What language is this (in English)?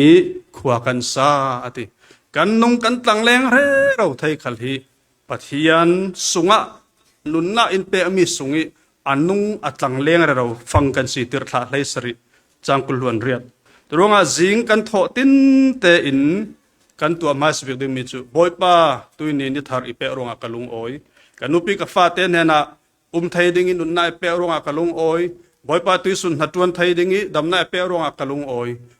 Falam Chin